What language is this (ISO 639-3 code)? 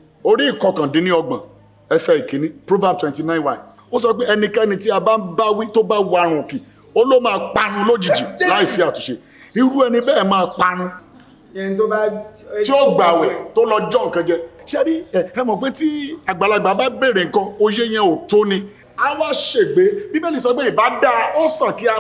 yor